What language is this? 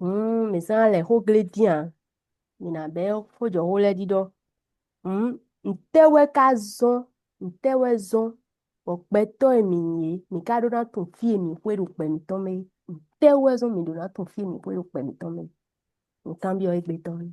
Fon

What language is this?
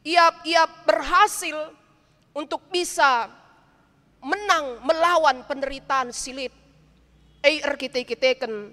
Batak Karo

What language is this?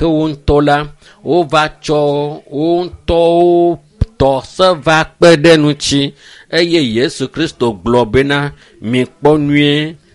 Ewe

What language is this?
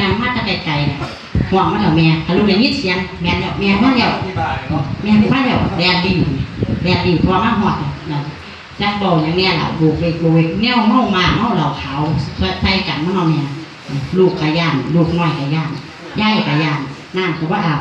Northeastern Thai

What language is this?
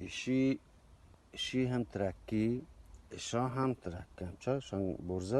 Eastern Balochi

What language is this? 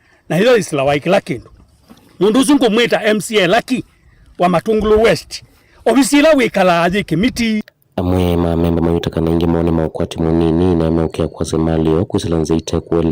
Kamba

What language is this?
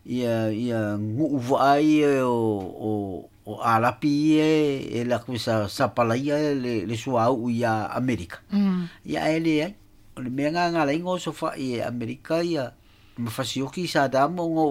Samoan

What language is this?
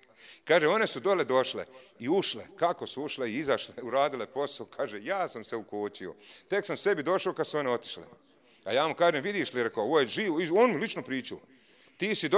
Bosnian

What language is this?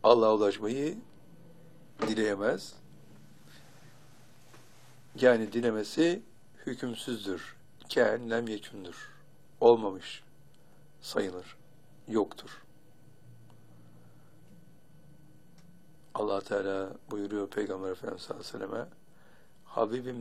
Turkish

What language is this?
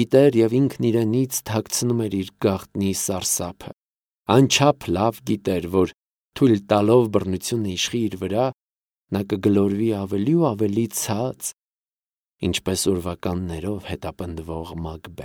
Armenian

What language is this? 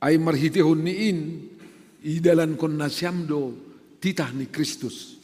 Batak Simalungun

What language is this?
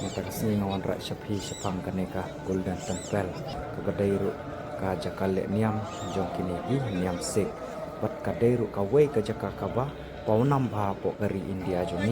Khasi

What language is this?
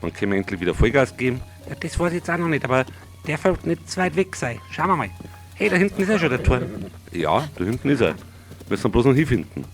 Bavarian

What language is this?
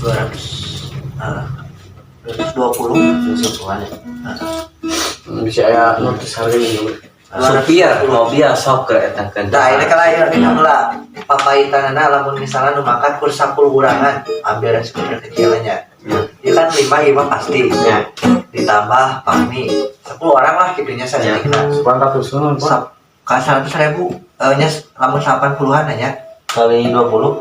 Sundanese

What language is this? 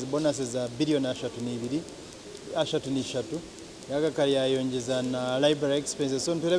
Nyankole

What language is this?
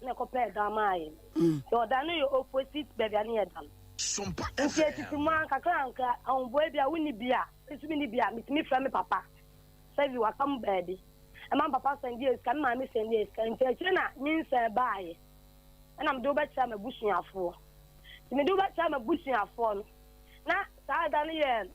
Akan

